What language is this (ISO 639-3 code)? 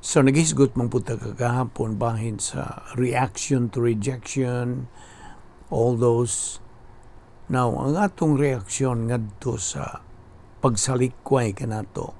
ceb